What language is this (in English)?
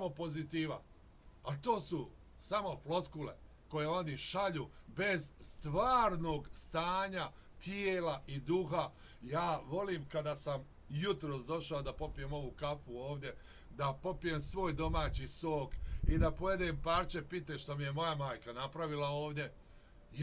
Bosnian